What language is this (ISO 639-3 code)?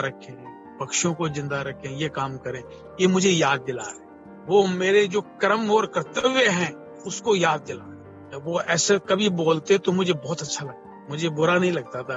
hin